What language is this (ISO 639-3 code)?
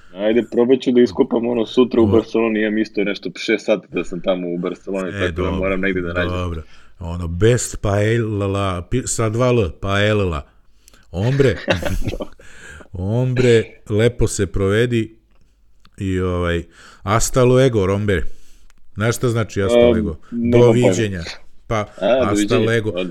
srp